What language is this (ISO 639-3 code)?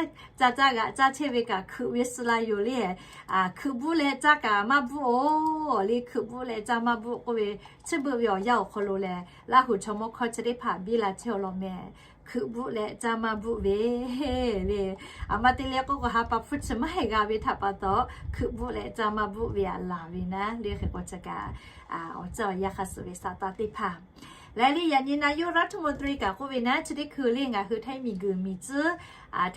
lhu